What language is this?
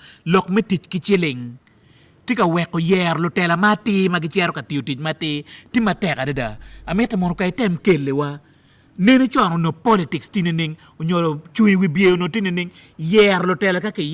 Acoli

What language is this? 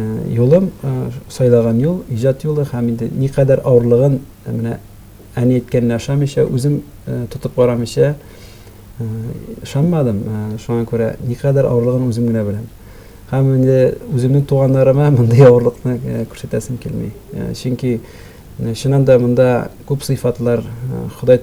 Tatar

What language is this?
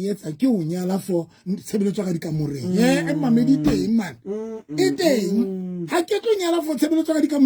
Southern Sotho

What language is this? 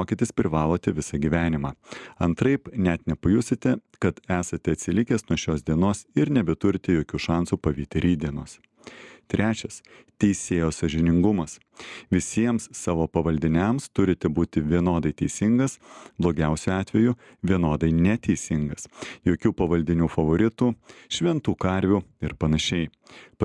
Lithuanian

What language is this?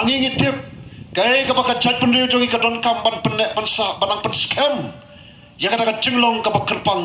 Khasi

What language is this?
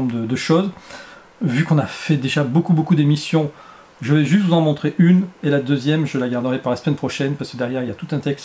French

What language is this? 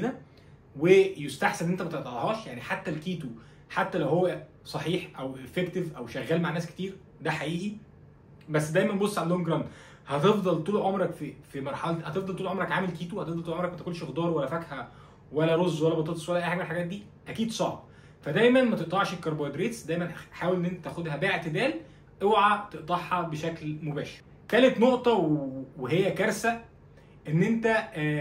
Egyptian Arabic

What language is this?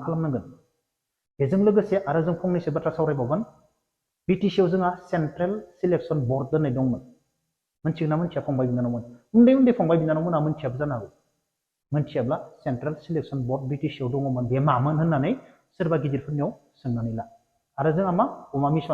Bodo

